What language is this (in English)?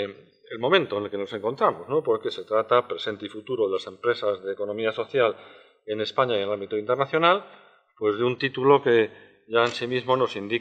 Spanish